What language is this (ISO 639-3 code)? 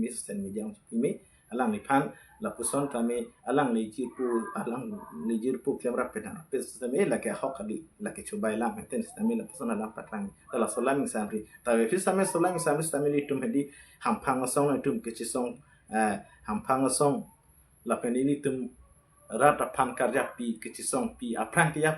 mjw